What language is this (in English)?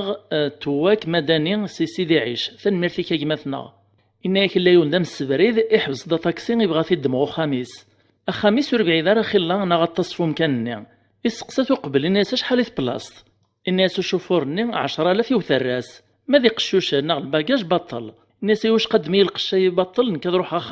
Kabyle